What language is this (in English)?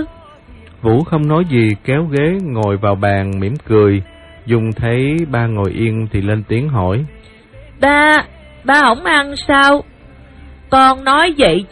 Vietnamese